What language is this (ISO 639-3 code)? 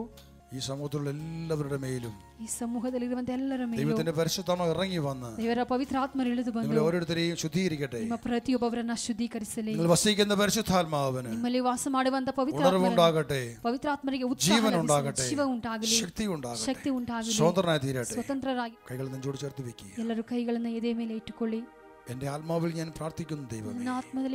mal